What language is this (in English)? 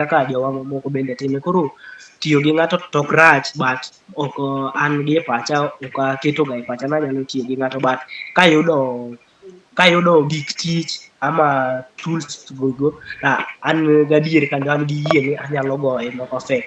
Luo (Kenya and Tanzania)